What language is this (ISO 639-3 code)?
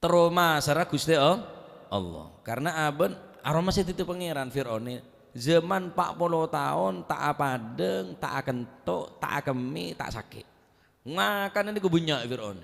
mad